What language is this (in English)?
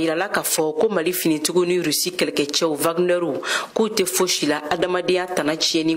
Bambara